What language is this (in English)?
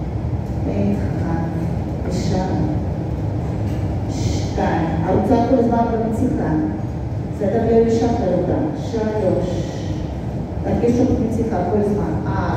Hebrew